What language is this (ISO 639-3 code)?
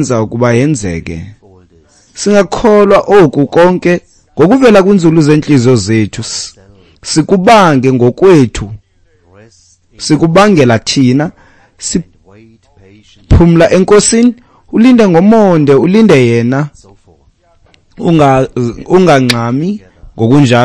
xho